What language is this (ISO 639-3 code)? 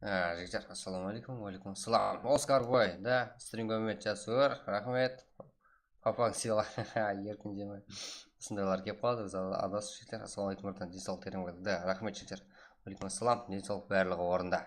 kaa